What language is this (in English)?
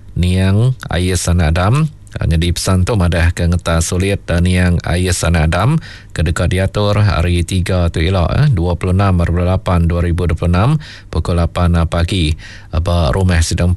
Iban